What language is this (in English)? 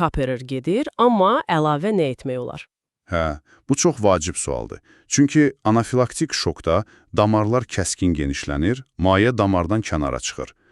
Azerbaijani